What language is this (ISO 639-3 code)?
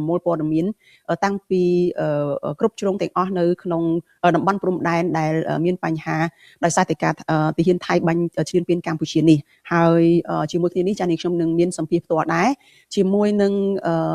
khm